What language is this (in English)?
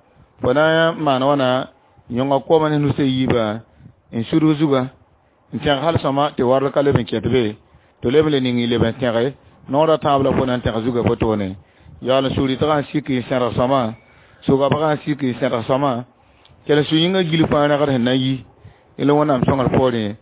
Mossi